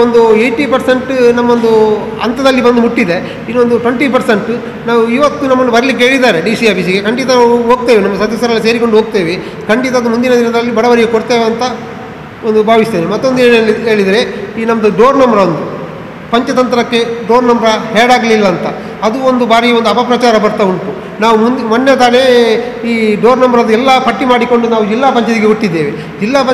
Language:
Kannada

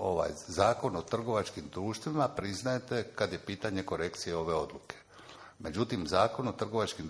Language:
Croatian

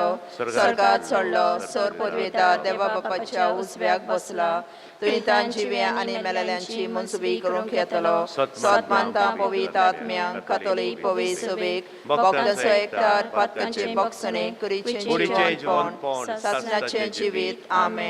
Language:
Konkani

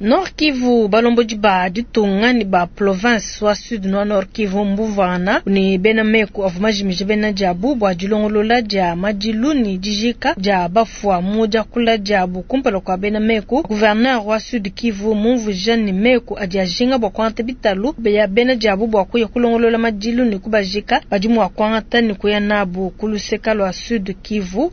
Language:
Luba-Lulua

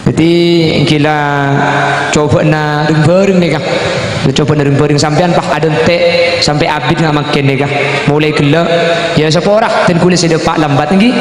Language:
Madurese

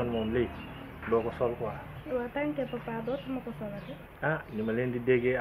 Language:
Wolof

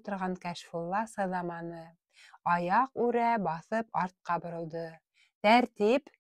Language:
Bashkir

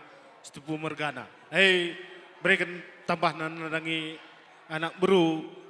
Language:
Batak Karo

